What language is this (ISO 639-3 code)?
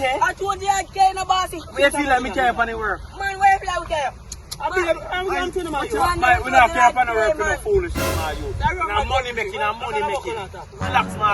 jam